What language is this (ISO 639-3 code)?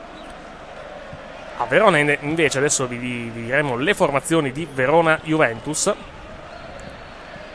ita